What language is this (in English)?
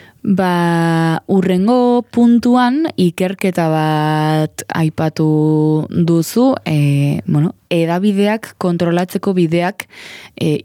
Basque